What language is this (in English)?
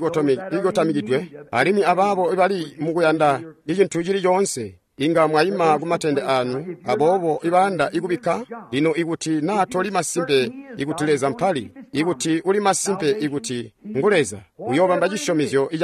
Tonga (Zambia)